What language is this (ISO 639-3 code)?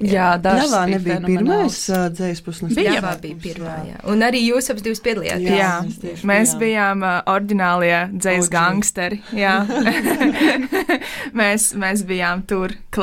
lav